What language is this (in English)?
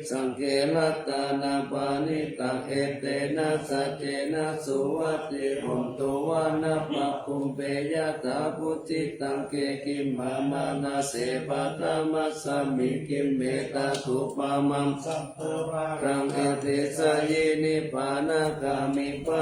Pali